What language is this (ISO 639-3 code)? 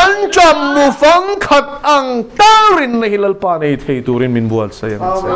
lus